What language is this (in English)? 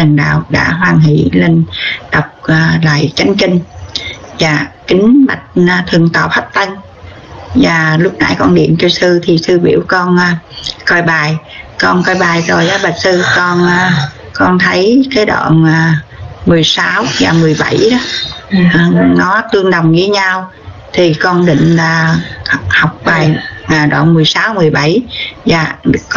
Vietnamese